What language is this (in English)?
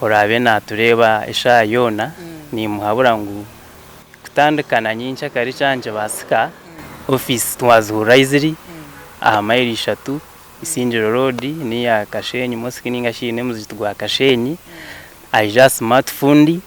Nyankole